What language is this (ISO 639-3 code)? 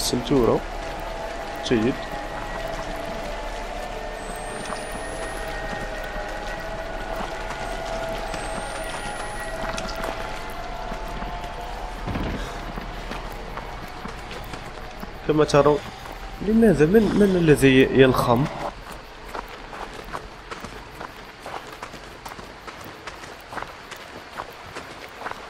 ara